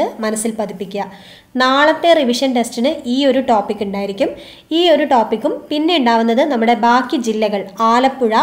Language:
Malayalam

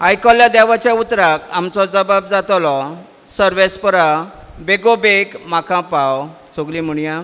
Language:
Konkani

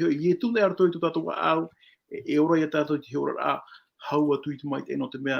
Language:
Tahitian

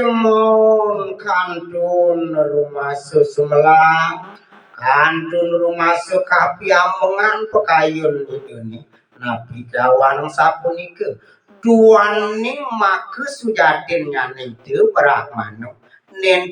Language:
Balinese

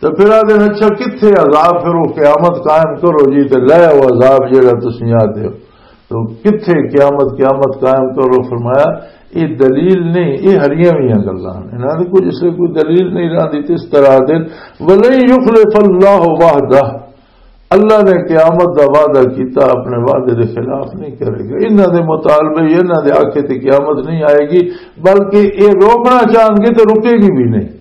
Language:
Western Panjabi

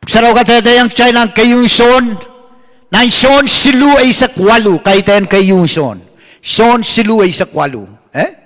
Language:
Pohnpeian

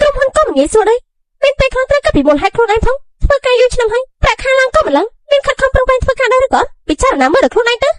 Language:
Khmer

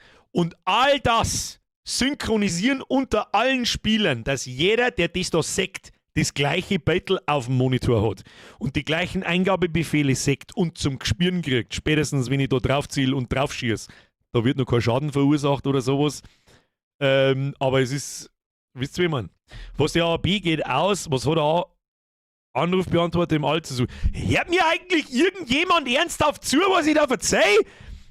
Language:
Bavarian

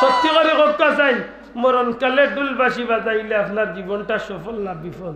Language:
Sylheti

